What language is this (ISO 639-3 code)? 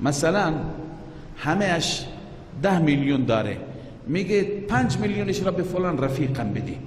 fas